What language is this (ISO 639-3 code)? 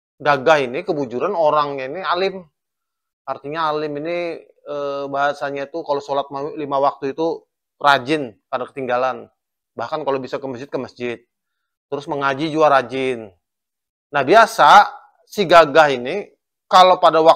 bjn